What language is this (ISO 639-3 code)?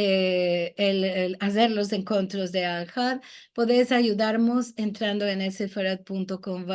lad